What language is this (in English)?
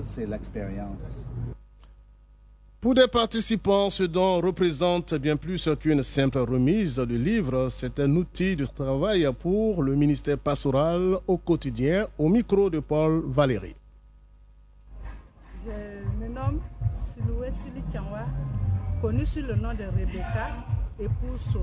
French